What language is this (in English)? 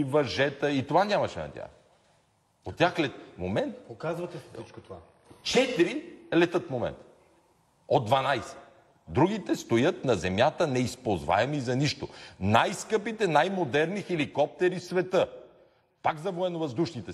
Bulgarian